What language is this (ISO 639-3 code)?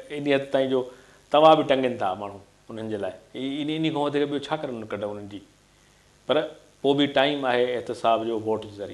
snd